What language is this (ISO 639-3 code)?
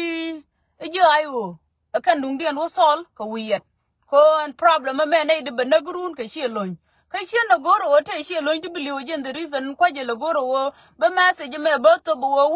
nus